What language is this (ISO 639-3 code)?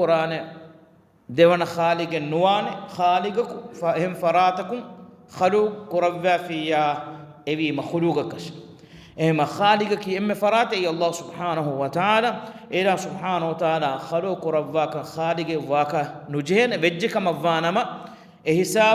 div